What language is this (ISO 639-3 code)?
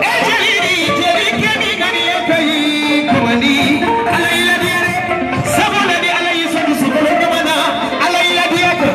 bam